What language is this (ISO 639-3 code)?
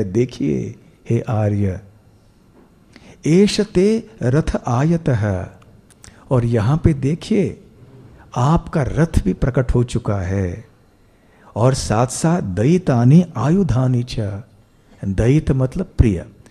hin